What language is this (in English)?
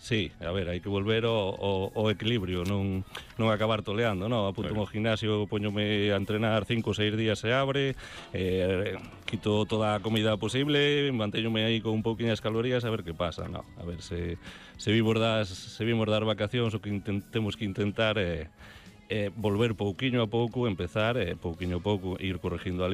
Galician